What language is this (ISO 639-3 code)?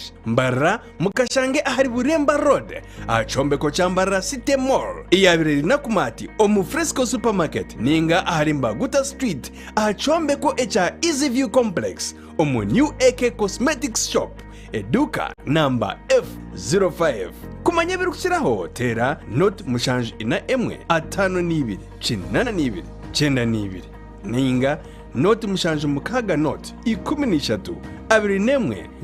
nyn